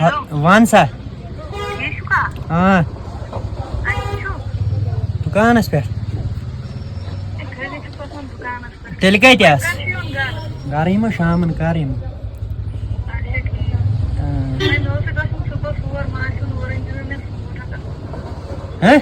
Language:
Kashmiri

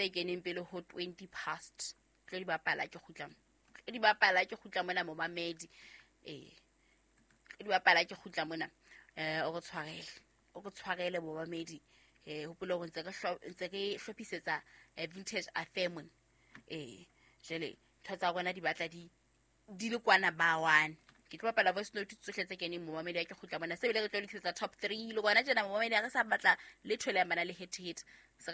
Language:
Southern Sotho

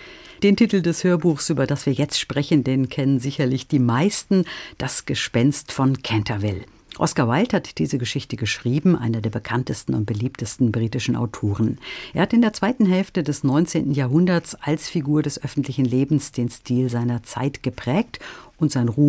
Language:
German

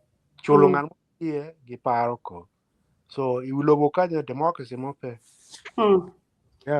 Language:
Acoli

